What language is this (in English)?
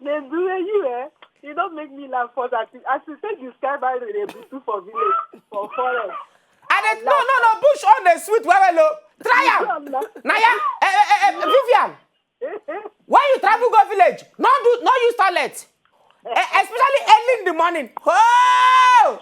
Nigerian Pidgin